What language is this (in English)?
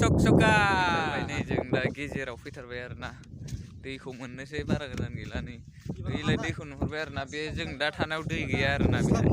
Bodo